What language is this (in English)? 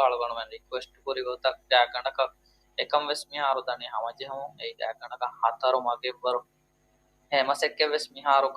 Divehi